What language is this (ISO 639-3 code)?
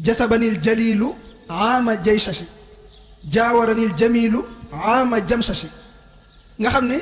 wol